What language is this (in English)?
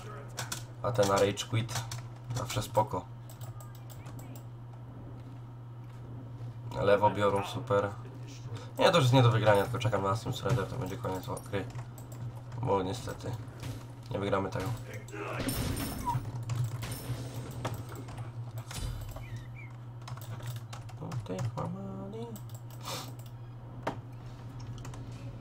Polish